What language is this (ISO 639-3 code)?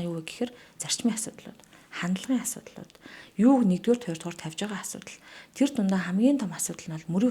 mon